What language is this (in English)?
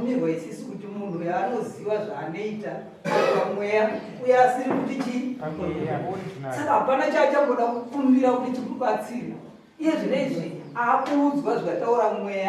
Shona